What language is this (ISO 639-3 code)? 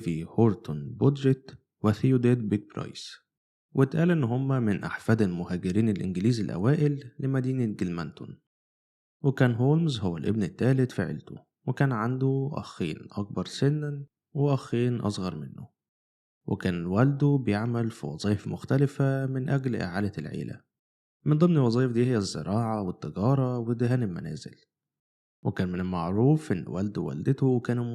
arz